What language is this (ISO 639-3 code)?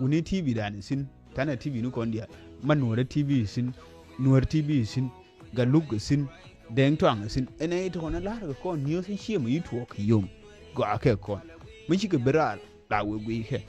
nus